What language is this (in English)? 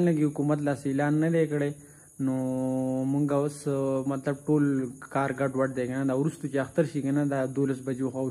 Pashto